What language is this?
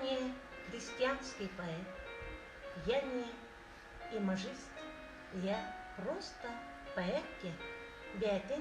Yakut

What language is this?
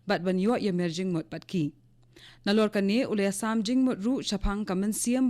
Khasi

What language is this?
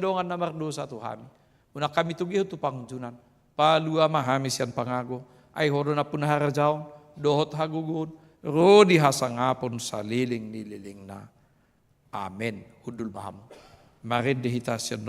Batak Toba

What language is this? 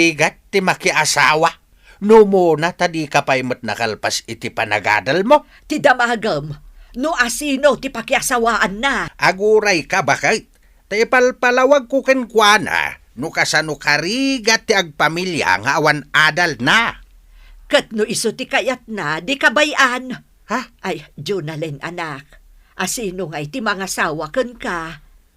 Iloko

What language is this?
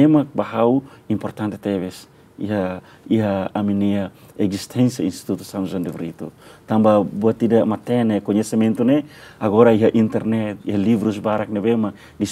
Tetum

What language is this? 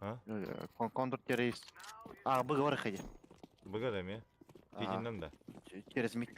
Yakut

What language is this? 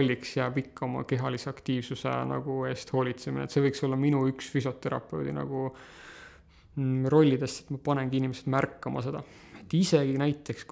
Estonian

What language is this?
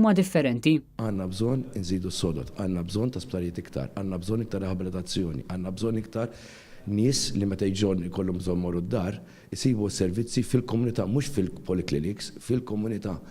Maltese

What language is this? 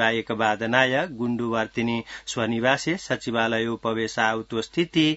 Sanskrit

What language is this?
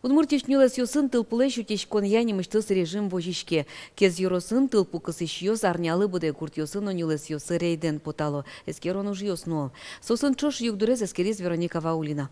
Udmurt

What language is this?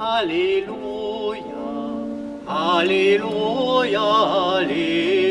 Upper Sorbian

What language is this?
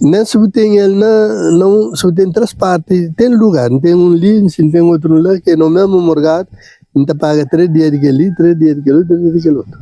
Kabuverdianu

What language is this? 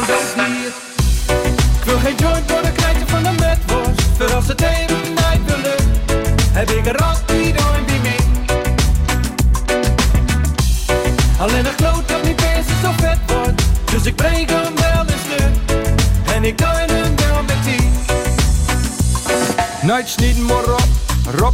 Dutch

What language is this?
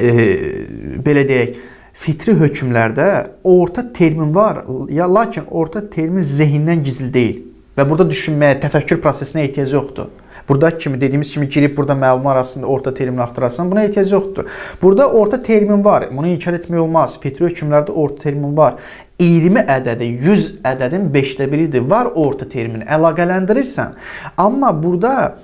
Azerbaijani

